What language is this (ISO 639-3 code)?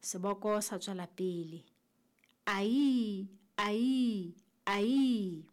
sot